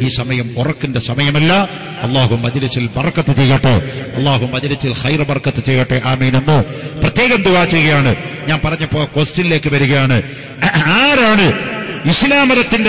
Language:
Malayalam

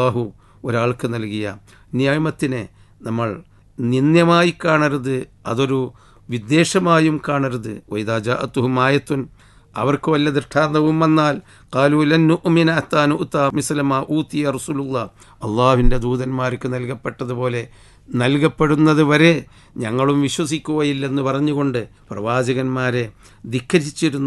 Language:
Malayalam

